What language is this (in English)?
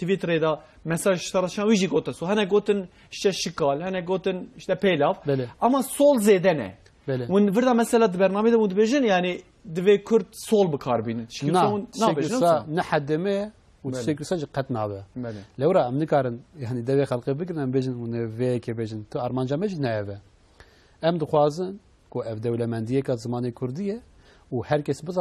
Kurdish